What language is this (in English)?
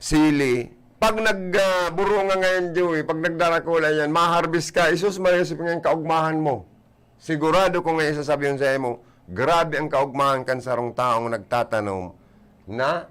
Bikol